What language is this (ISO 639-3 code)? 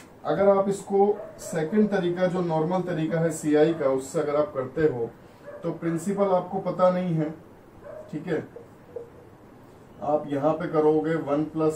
hin